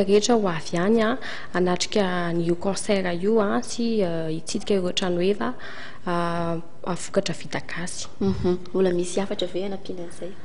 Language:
Malagasy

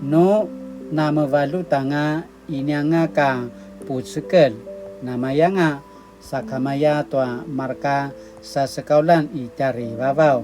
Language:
Paiwan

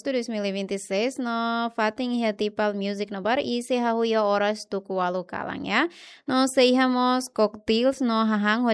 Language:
Tetum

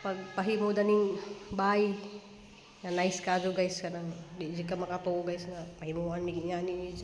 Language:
Cebuano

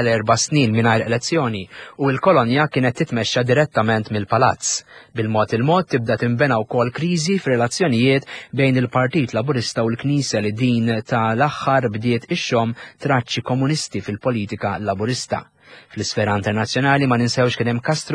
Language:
Maltese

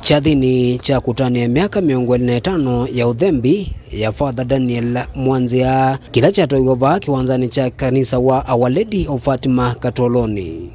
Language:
Kamba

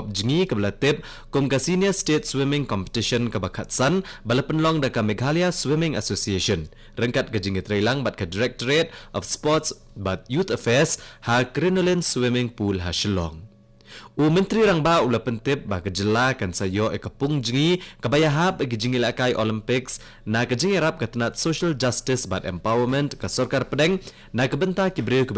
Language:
Khasi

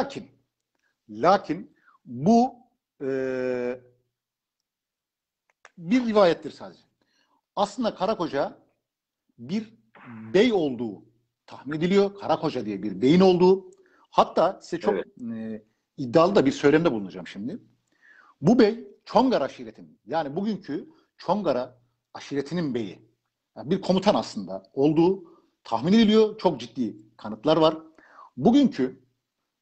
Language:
Turkish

